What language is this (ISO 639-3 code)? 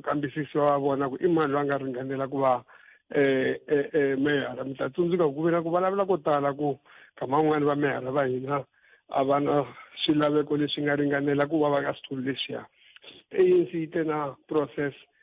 tso